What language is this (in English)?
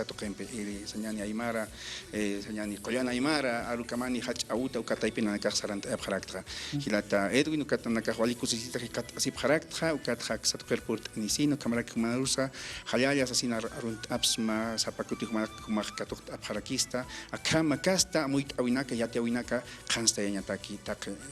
Aymara